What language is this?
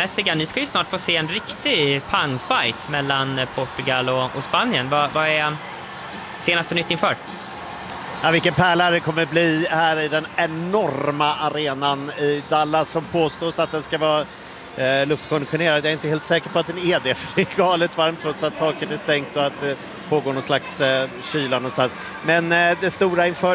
Swedish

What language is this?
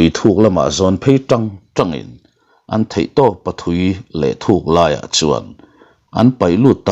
Mizo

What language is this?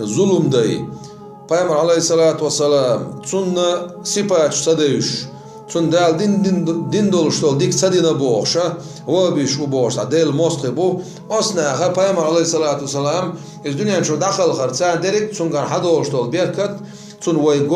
Chechen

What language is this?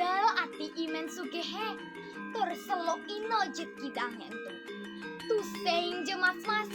Balinese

